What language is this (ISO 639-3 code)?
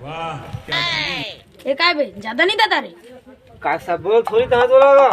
hne